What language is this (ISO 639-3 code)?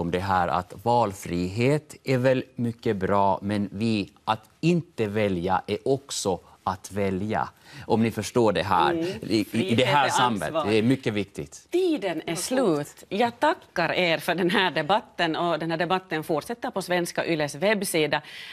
swe